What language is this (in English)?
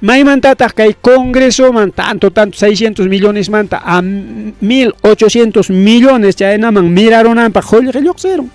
Ayacucho Quechua